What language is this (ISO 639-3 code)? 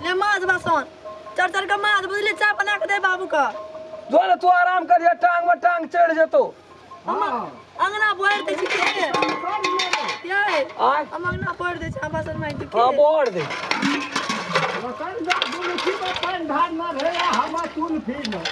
mai